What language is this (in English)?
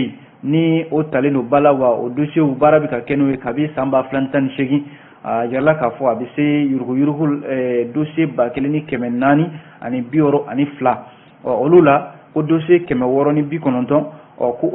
Bambara